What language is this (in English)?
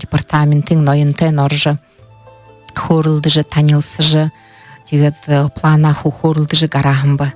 Buriat